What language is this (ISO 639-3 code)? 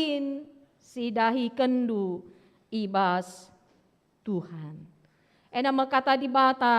btx